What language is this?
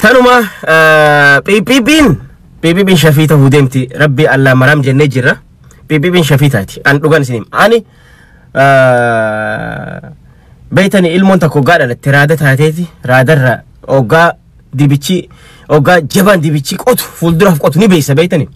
Oromo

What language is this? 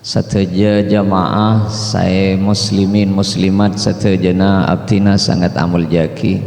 Madurese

